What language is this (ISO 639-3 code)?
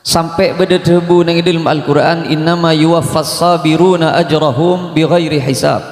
mad